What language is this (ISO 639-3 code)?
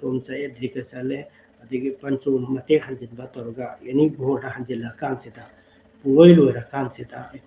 mni